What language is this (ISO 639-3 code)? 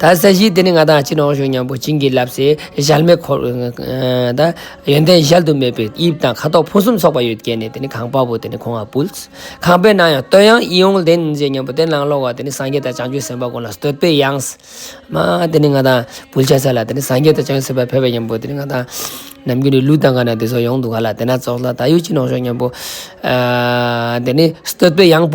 lbj